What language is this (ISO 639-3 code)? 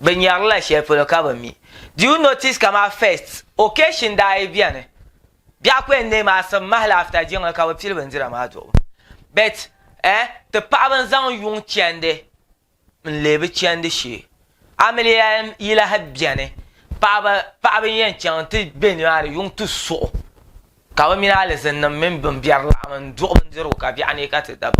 dag